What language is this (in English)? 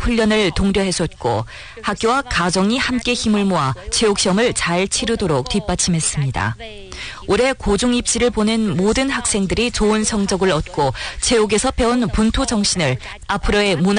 Korean